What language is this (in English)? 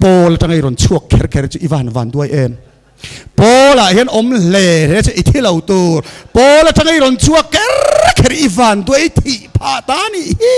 Mizo